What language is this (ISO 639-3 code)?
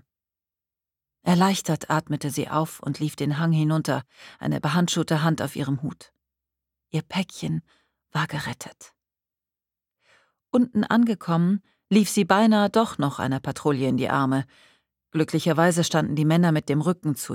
deu